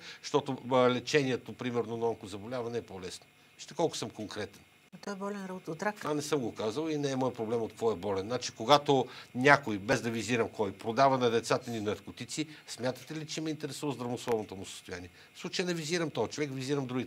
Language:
Bulgarian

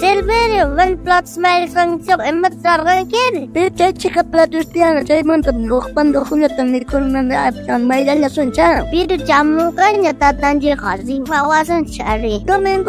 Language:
South Bolivian Quechua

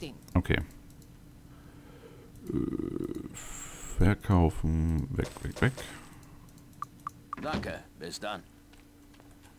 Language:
German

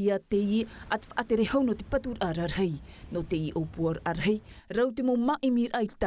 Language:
Tahitian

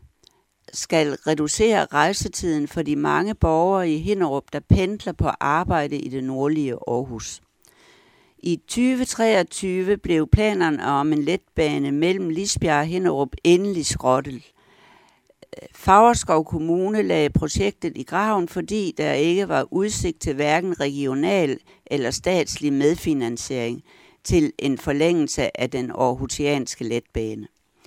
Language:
Danish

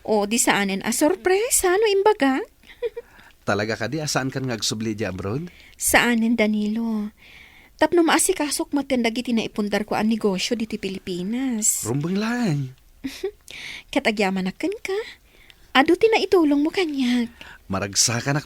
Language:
Iloko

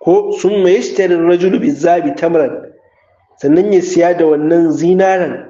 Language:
Hausa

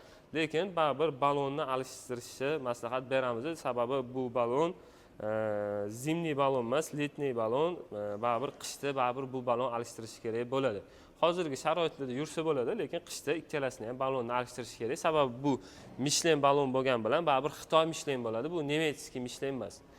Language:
Uzbek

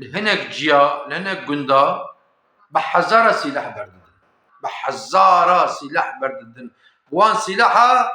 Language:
Kurdish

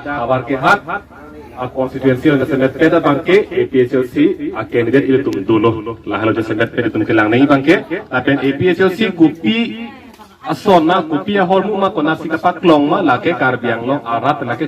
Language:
Karbi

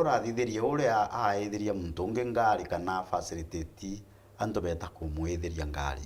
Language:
Meru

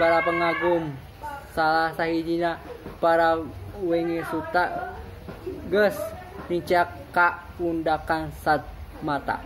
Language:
Sundanese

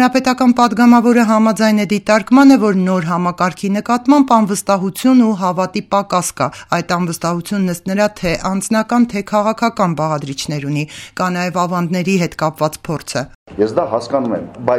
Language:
Armenian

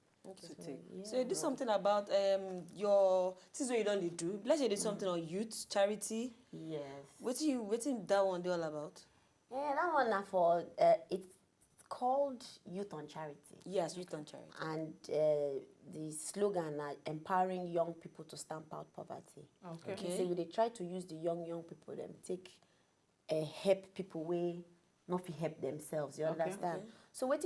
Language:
Nigerian Pidgin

